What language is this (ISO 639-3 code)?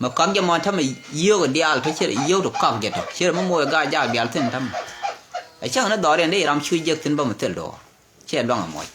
nus